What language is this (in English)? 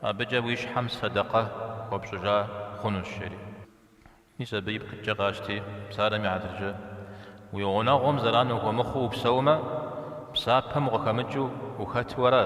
Kabardian